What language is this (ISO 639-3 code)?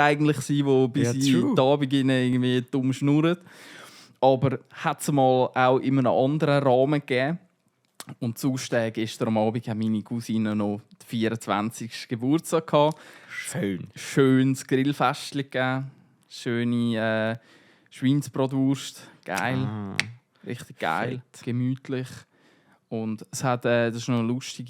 gsw